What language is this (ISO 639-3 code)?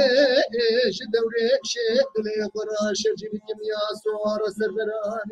kur